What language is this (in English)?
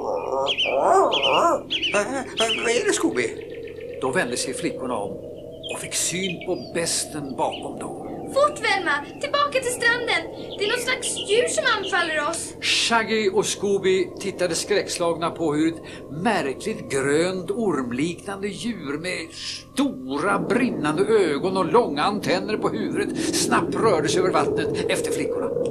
Swedish